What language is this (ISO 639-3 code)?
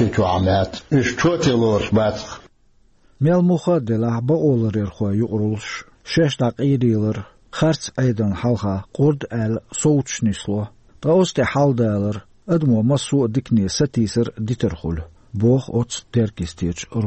che